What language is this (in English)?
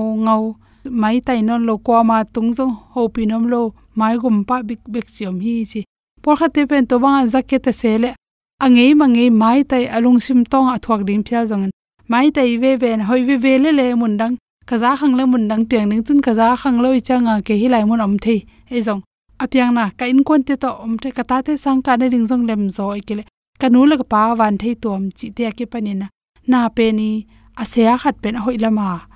Tedim Chin